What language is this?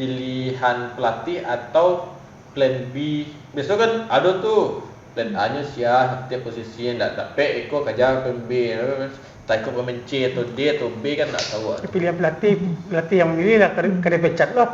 Minangkabau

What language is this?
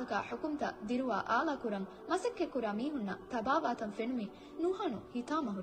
Divehi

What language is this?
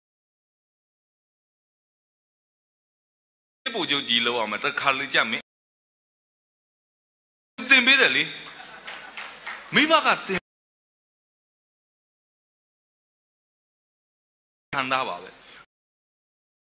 Burmese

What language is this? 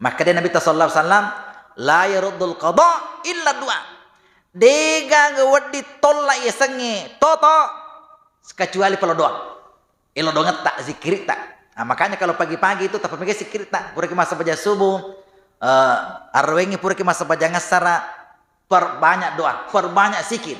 Buginese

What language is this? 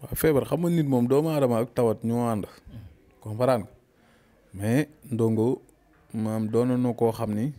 Wolof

